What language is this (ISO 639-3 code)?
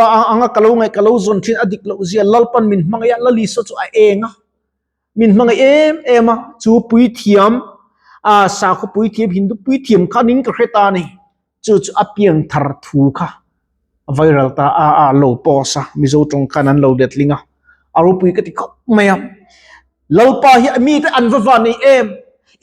lus